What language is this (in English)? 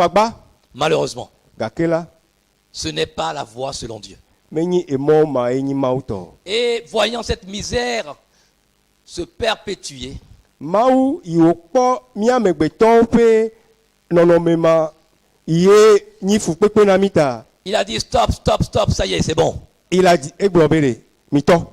Ewe